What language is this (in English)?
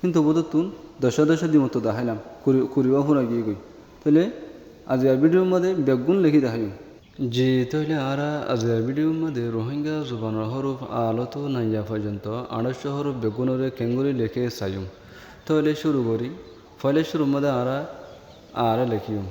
Rohingya